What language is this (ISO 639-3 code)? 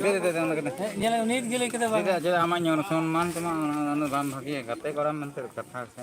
sat